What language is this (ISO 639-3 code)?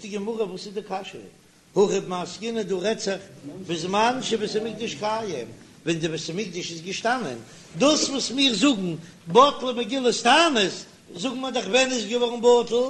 yid